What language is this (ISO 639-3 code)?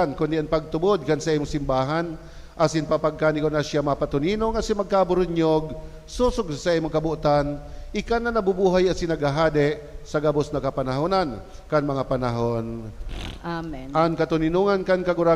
bik